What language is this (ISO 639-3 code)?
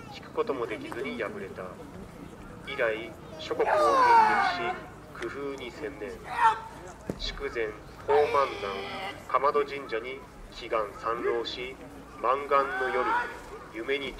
jpn